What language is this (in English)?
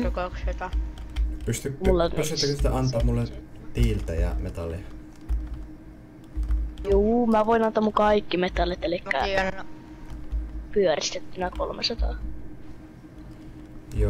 Finnish